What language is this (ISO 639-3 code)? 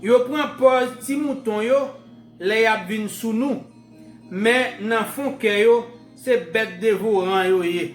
hat